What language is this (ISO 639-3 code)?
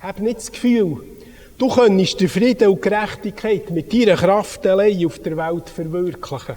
gsw